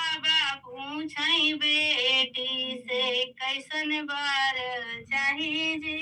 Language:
Awadhi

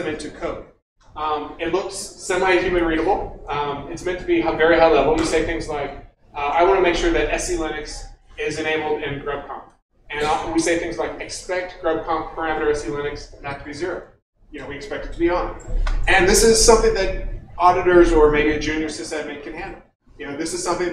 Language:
English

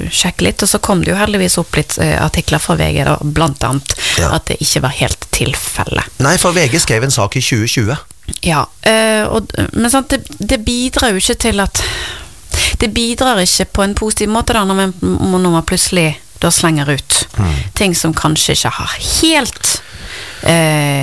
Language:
Norwegian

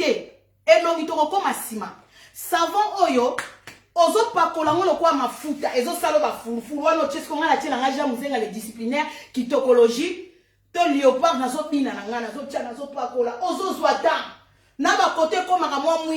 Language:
Lingala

